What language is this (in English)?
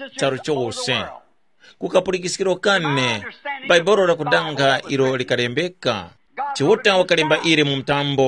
Tumbuka